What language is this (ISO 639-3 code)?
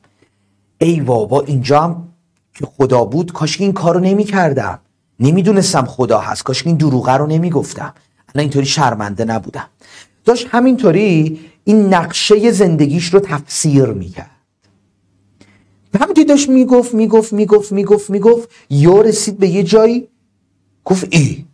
fas